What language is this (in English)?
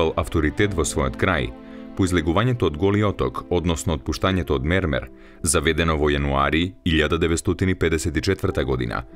Macedonian